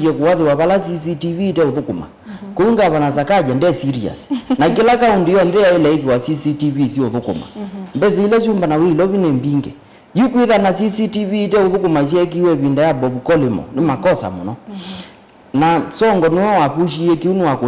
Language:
Kamba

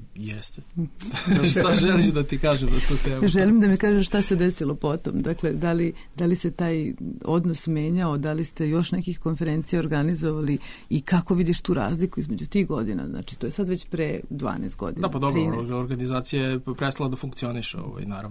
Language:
Serbian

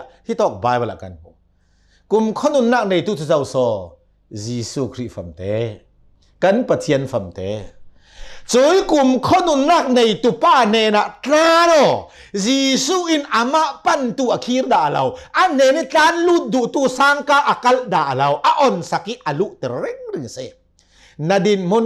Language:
Hakha Chin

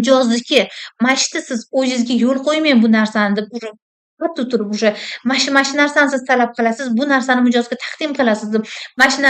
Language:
Uzbek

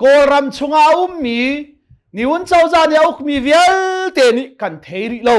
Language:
Hakha Chin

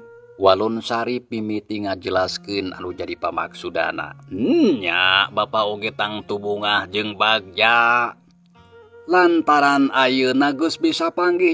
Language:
Sundanese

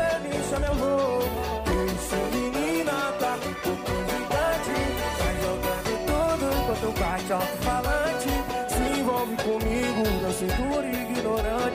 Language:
Portuguese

